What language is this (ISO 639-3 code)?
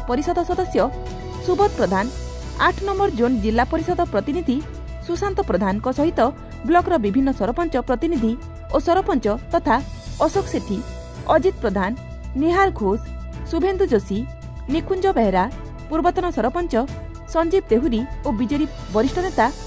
ori